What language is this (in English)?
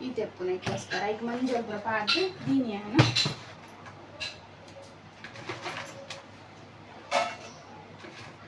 Tulu